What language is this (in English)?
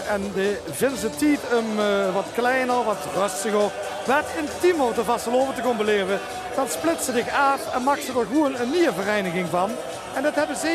Limburgish